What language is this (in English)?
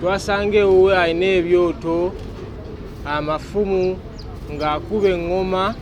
Ganda